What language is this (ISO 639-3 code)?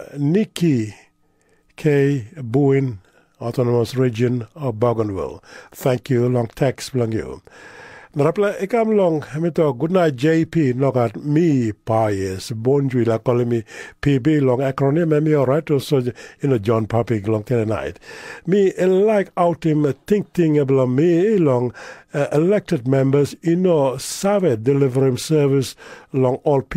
tpi